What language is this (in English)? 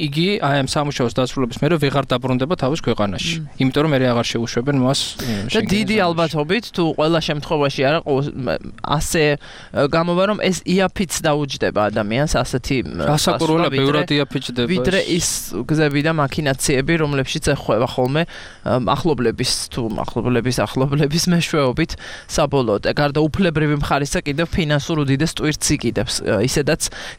Georgian